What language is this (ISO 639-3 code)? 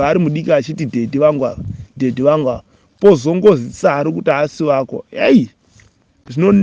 sna